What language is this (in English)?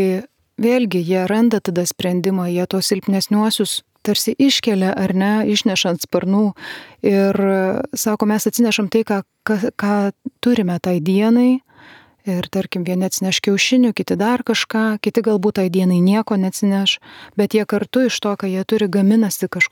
Lithuanian